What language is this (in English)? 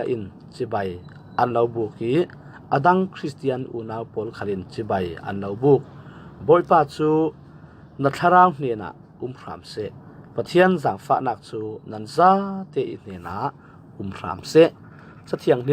Falam Chin